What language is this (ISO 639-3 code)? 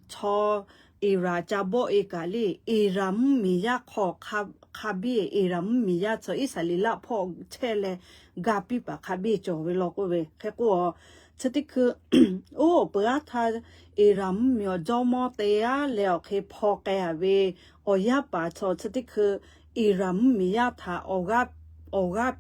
lhu